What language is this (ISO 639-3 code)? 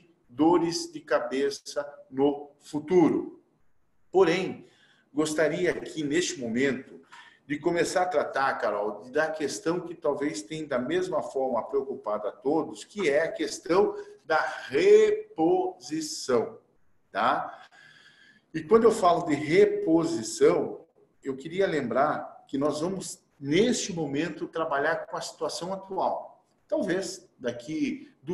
por